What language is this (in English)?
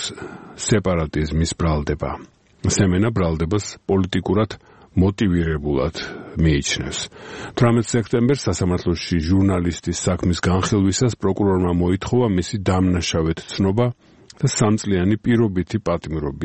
Georgian